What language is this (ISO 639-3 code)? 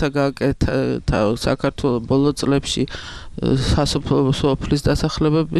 kat